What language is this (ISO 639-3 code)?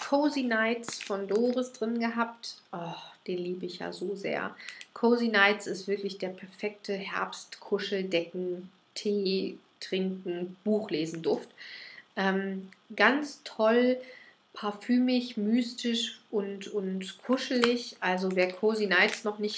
deu